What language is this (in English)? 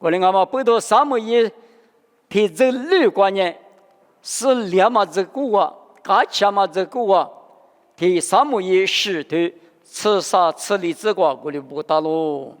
Lisu